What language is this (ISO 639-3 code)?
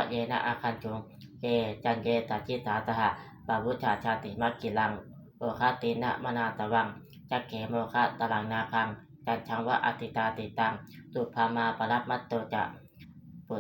pli